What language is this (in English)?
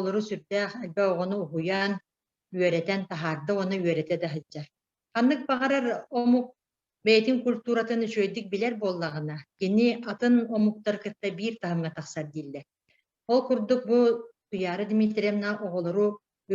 Yakut